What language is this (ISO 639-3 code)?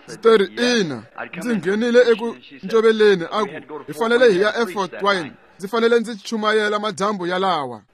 tso